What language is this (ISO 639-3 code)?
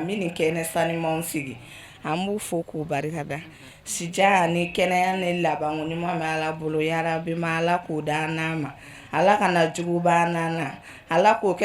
bam